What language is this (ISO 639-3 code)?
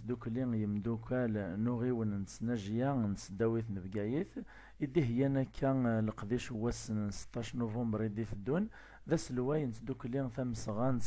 kab